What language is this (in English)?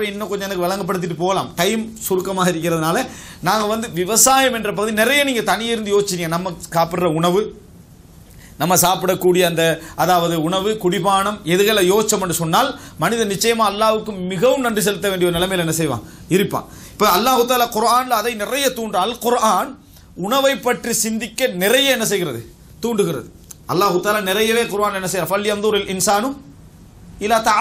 Tamil